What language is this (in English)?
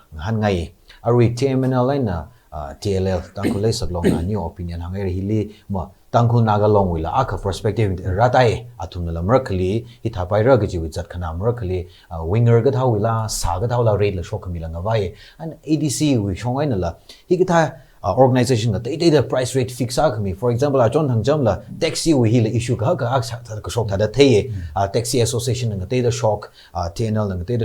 Tangkhul Naga (India)